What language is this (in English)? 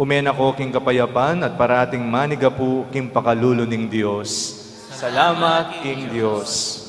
Pampanga